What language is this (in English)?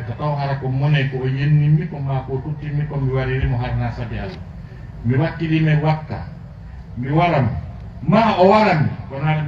Fula